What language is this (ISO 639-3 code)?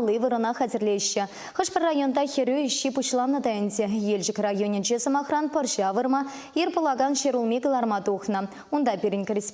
chv